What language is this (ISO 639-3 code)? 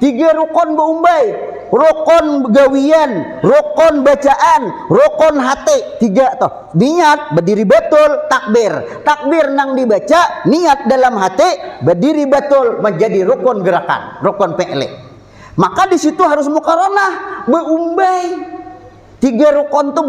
bjn